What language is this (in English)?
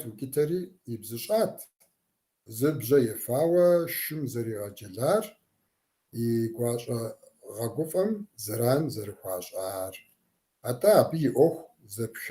Kabardian